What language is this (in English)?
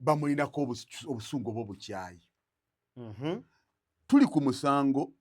Ganda